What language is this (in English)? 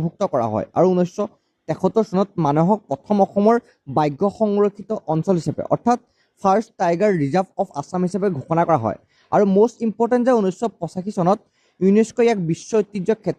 Assamese